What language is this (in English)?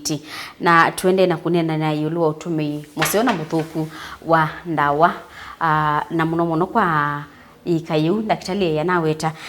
Kamba